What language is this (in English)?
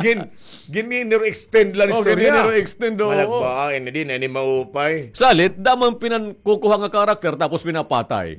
Waray